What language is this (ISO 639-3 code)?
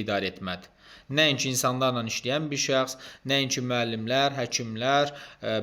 aze